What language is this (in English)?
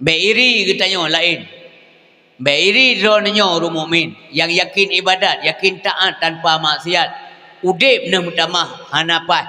Achinese